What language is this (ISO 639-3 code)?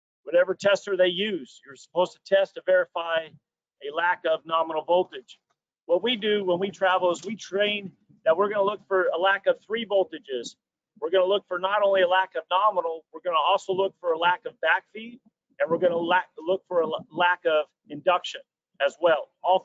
eng